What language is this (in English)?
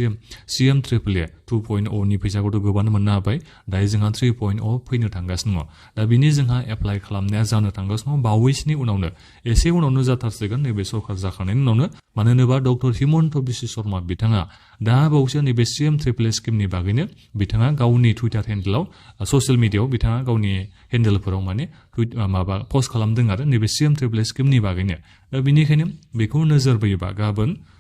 Bodo